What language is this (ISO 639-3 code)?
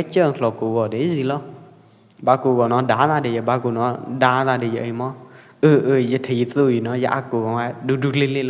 kjp